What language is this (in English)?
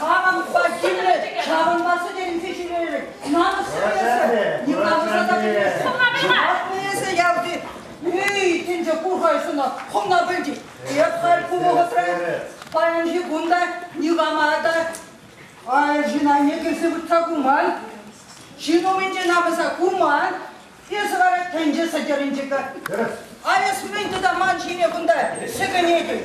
Chuvash